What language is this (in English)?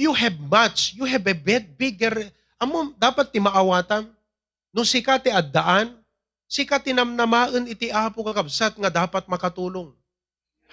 Iloko